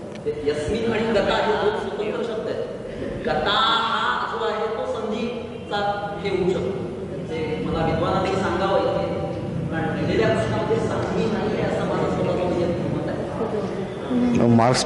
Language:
Marathi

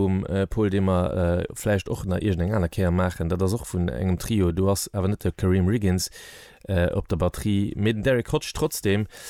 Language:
Luxembourgish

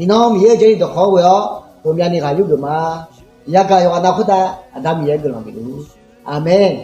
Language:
Akha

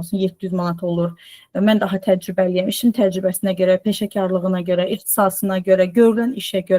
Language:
Azerbaijani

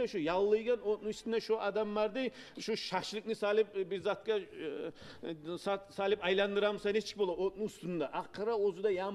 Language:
Kumyk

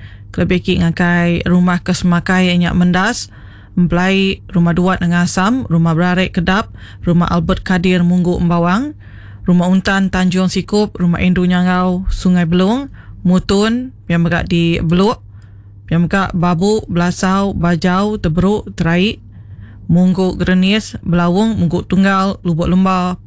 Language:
Iban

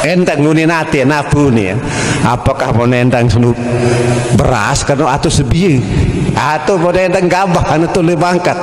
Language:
Sasak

